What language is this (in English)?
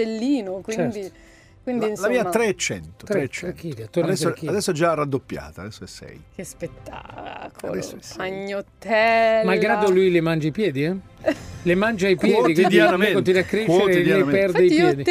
Italian